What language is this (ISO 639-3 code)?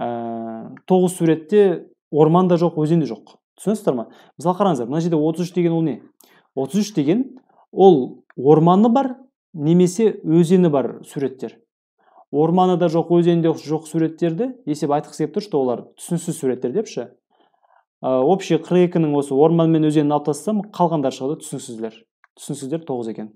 kaz